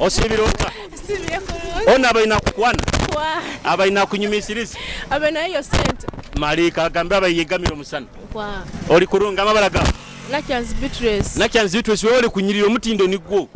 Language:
Nyoro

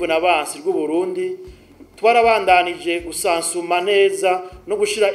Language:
Rundi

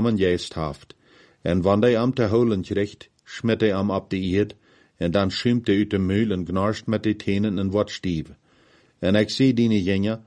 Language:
Plautdietsch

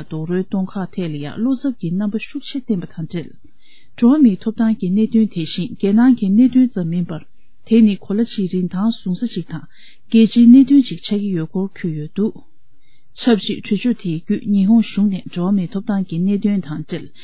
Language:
Tibetan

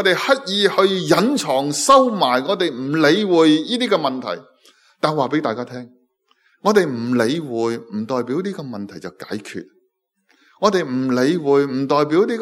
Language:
Cantonese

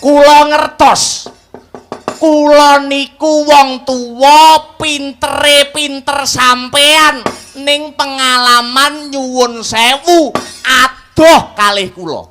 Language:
Javanese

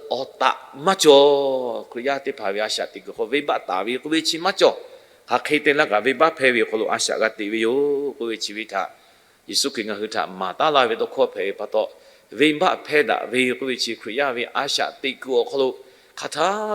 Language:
Lahu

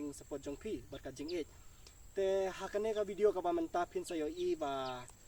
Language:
Khasi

